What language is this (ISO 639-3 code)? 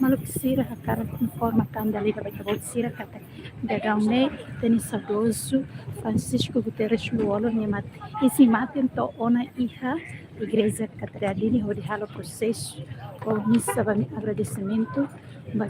tet